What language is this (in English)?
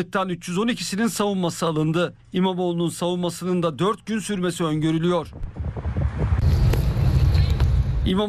Turkish